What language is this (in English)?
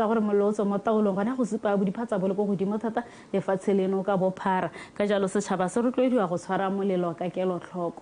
Tswana